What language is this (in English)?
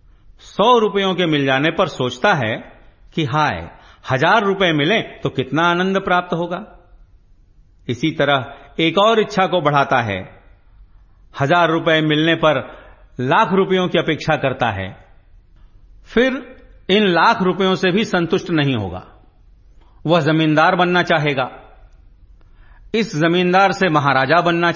Hindi